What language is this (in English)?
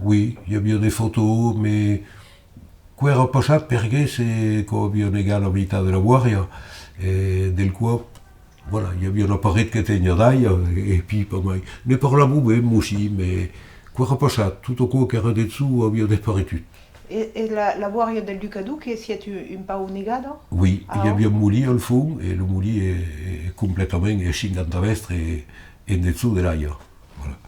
Occitan